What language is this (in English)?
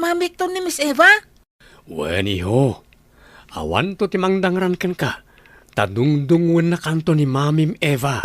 Iloko